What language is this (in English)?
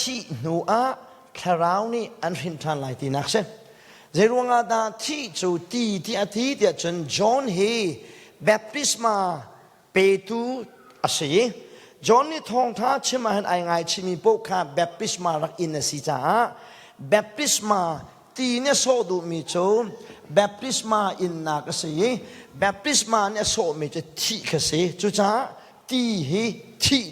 Hakha Chin